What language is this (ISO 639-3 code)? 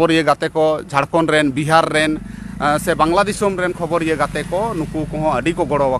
sat